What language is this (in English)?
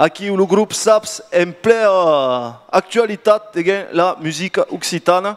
Occitan